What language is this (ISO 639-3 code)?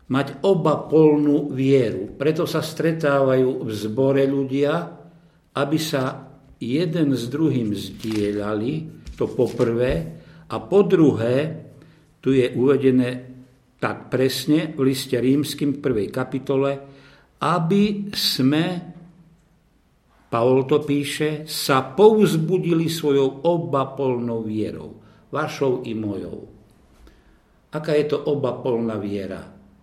slk